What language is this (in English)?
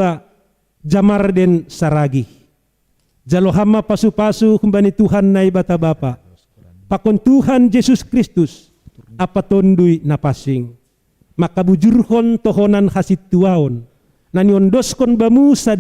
Batak Simalungun